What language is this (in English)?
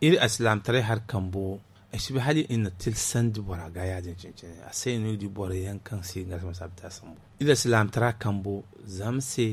Zarma